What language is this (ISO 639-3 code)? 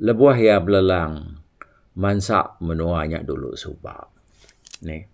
iba